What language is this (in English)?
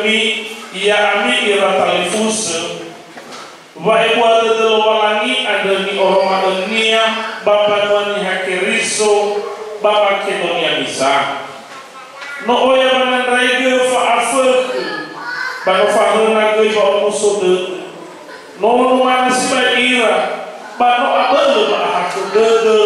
Nias